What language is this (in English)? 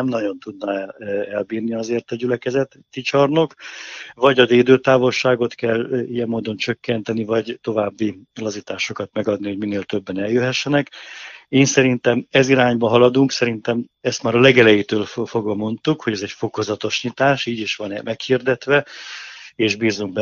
Hungarian